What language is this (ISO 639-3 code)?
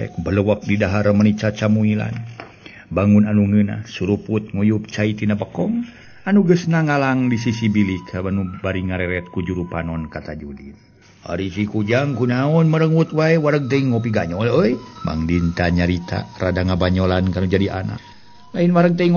sun